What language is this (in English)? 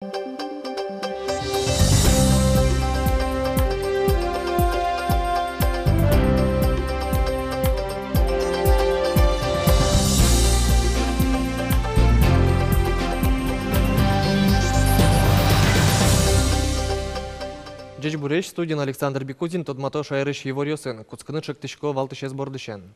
Udmurt